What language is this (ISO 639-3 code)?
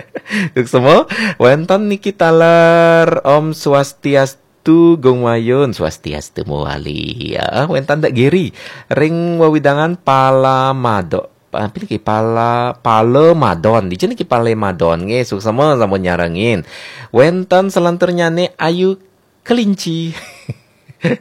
ban